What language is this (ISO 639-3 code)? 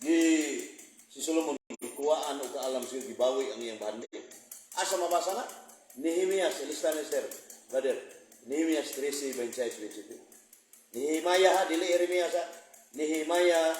ceb